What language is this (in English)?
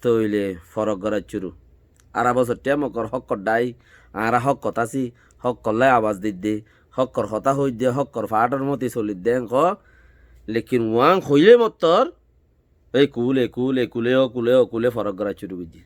Rohingya